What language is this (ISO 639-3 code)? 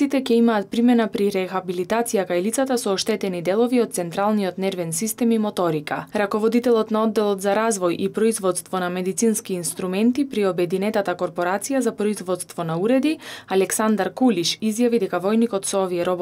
mkd